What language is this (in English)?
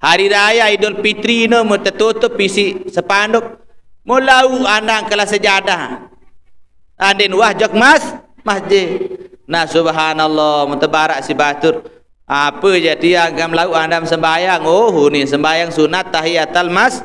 Sasak